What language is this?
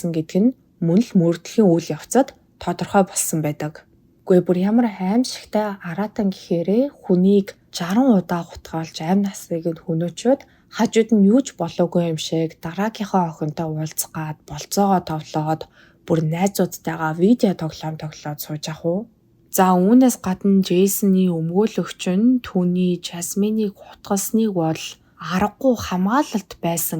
Mongolian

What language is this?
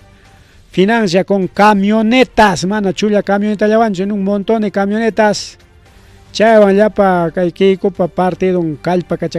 Ayacucho Quechua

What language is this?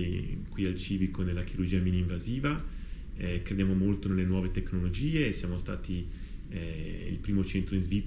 Italian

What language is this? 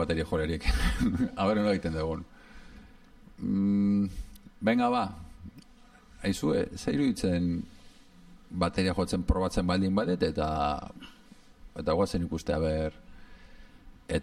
Basque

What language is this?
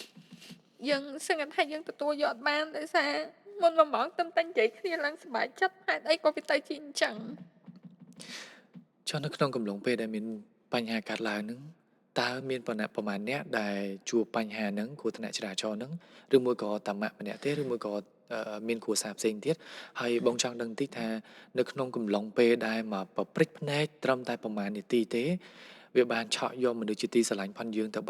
Khmer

